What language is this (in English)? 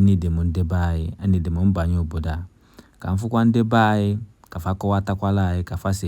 Igbo